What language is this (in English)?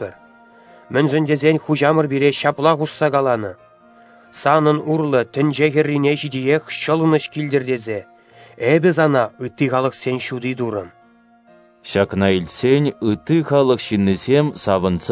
Chuvash